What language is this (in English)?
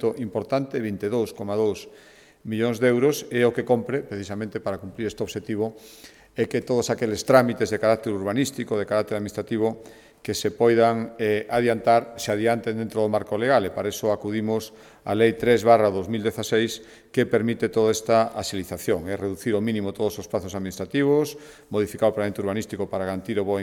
Galician